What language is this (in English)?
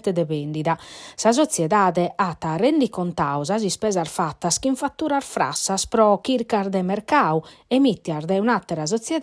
Sardinian